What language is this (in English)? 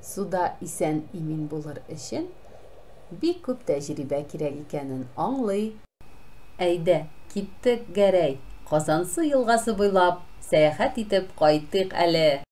Tatar